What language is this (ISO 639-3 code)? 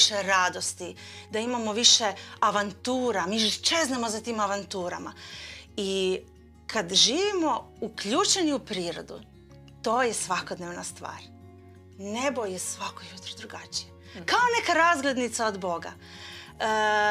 hrv